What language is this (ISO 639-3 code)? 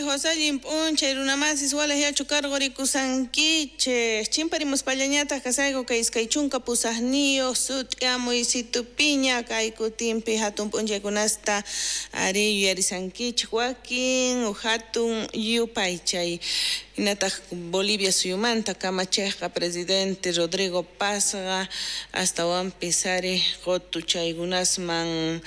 quh